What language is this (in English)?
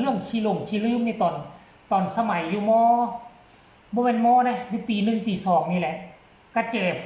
Northeastern Thai